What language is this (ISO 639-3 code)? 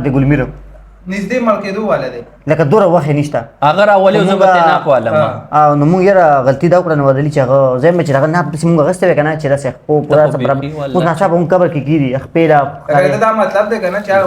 pus